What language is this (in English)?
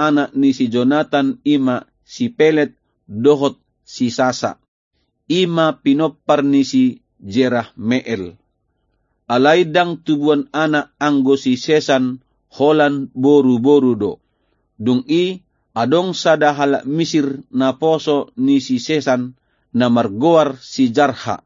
Batak Toba